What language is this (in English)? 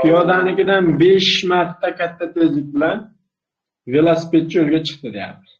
Uzbek